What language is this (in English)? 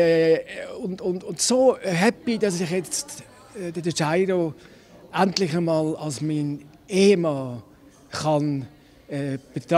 Swiss German